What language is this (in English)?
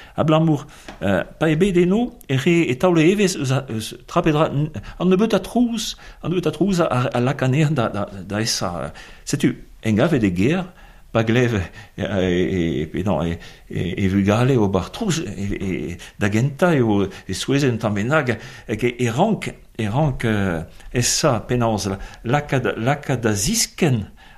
Breton